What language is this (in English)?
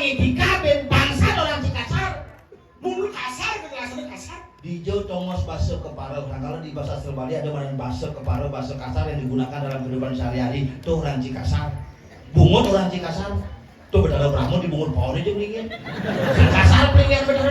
Balinese